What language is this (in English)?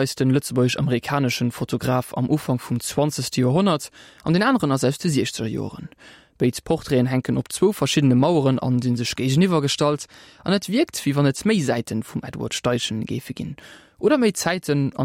Luxembourgish